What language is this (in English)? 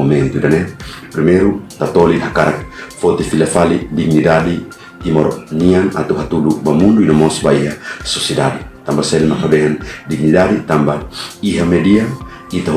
Tetum